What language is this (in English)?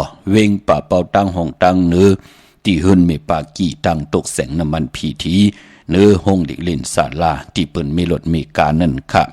Shan